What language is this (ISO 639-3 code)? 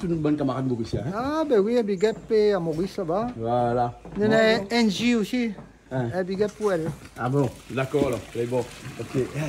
rcf